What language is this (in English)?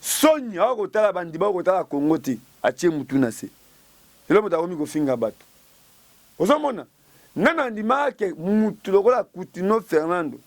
Lingala